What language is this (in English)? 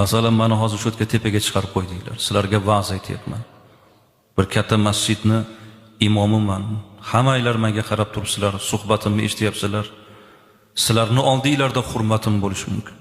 Uzbek